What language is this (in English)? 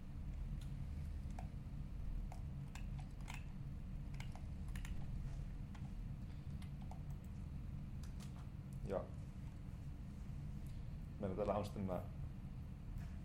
Finnish